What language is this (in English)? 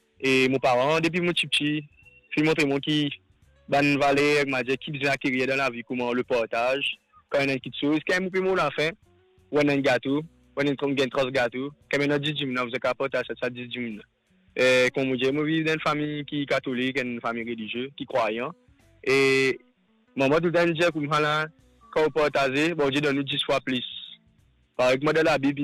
Morisyen